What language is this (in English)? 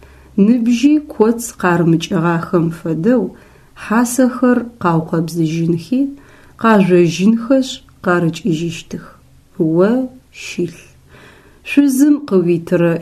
Adyghe